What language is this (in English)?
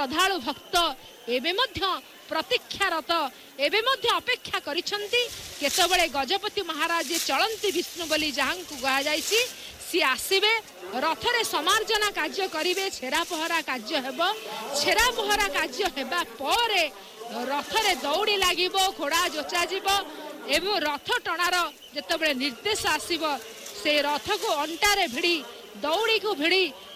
Odia